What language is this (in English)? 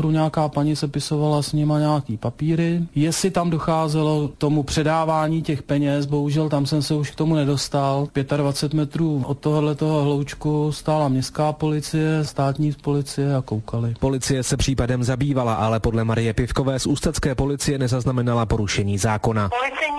Czech